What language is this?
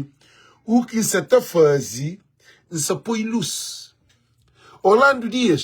Kabuverdianu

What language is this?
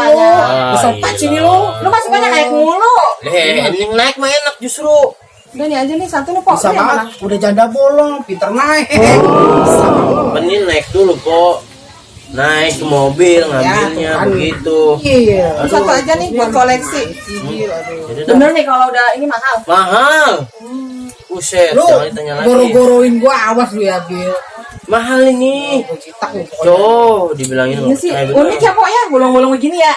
Betawi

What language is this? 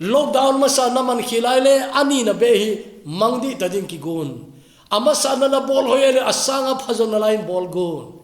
Thado Chin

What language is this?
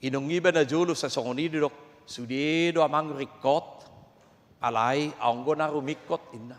Batak Toba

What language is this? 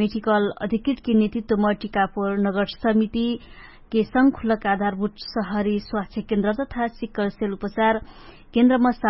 Dangaura Tharu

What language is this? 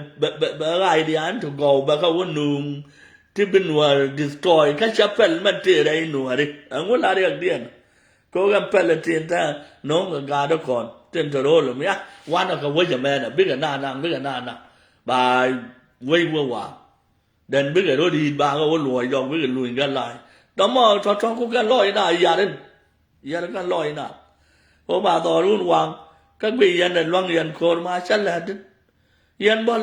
Nuer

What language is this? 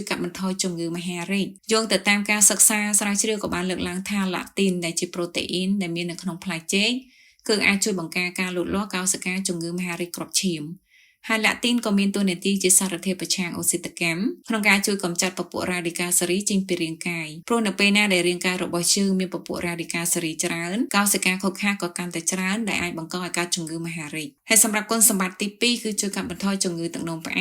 Khmer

